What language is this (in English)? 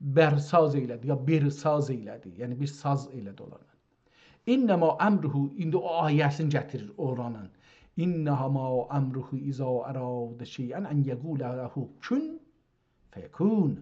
South Azerbaijani